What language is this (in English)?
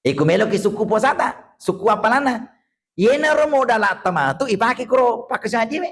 Buginese